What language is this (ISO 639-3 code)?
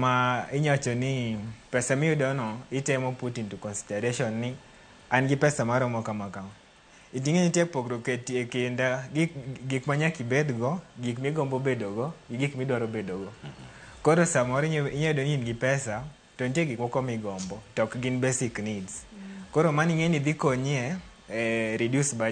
luo